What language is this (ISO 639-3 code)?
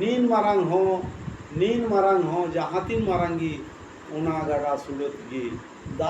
sat